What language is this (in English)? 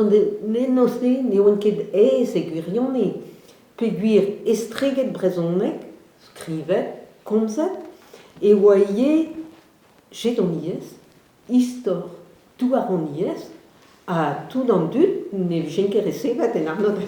Breton